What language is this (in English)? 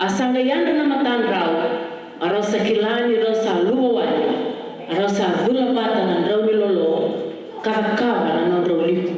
Fijian